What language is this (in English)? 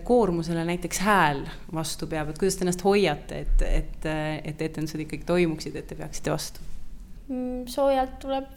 Estonian